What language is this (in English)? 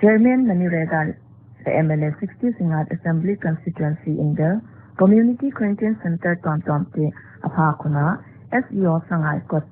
Paite Chin